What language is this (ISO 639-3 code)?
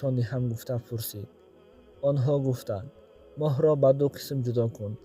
tgk